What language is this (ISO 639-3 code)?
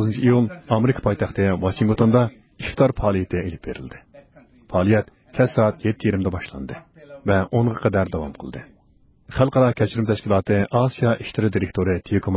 uig